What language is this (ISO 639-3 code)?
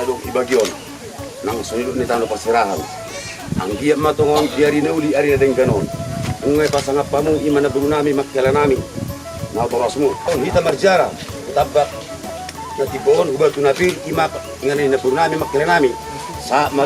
bbc